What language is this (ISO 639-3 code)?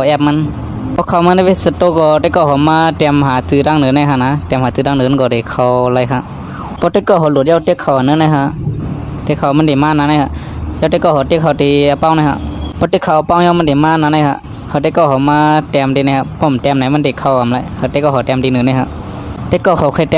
shn